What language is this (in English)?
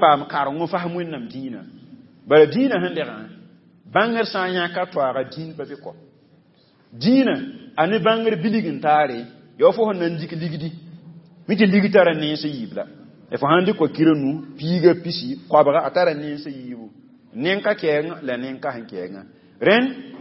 Mossi